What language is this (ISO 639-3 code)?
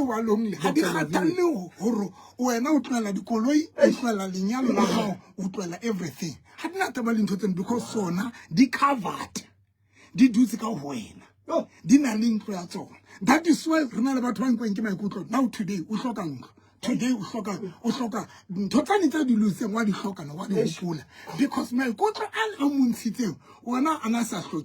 sot